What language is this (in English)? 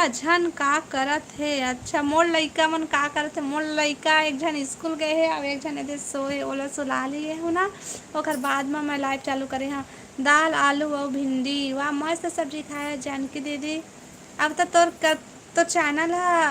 Chhattisgarhi